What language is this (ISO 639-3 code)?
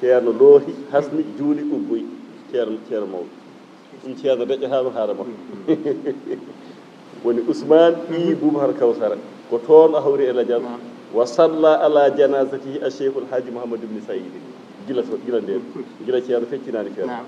ful